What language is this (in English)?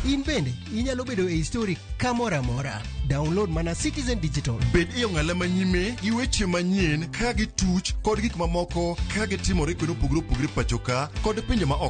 Luo (Kenya and Tanzania)